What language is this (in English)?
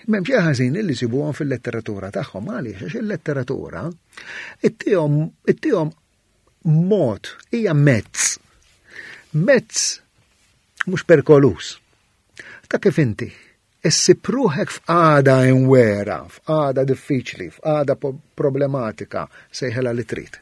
Maltese